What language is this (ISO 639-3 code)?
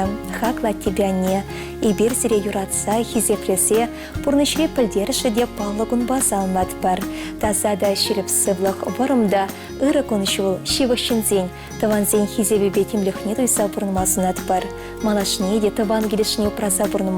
chv